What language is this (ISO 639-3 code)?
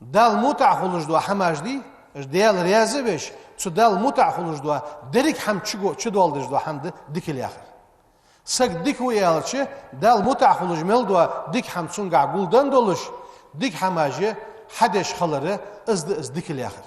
inh